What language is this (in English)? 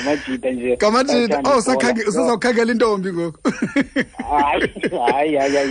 Xhosa